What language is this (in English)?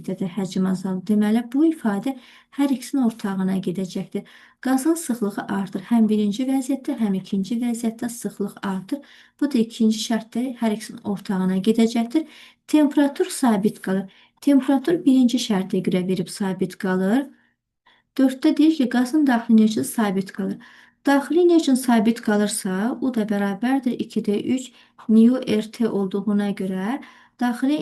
Azerbaijani